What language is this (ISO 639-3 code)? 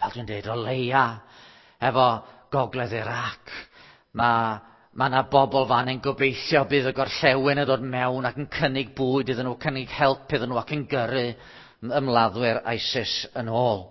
cym